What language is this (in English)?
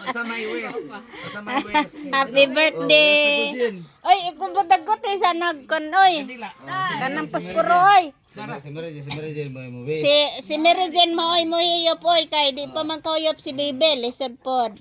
Cebuano